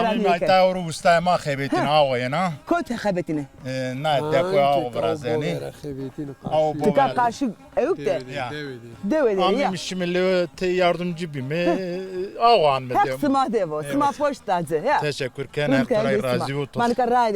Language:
Zaza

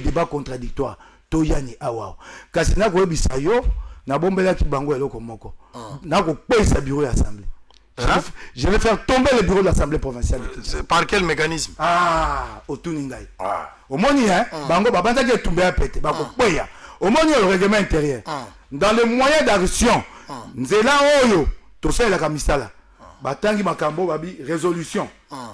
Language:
Lingala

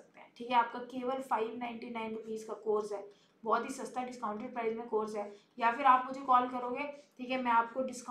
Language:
Hindi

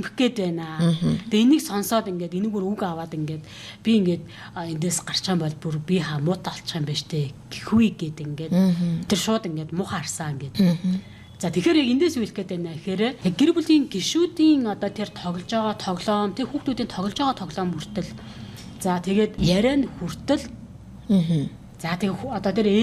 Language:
Mongolian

